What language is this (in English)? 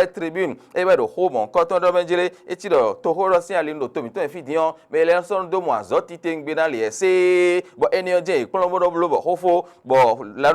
Fon